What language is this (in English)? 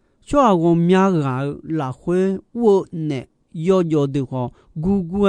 Akha